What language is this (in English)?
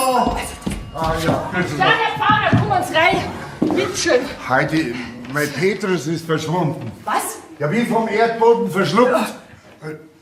Bavarian